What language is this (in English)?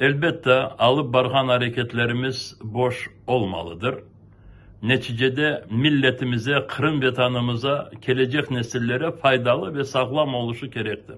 Crimean Tatar